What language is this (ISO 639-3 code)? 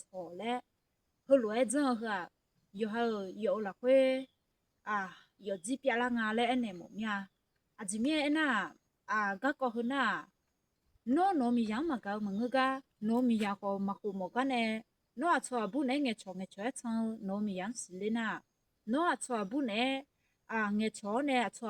ahk